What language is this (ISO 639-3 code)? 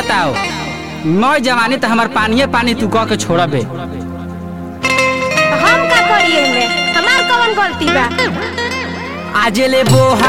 bho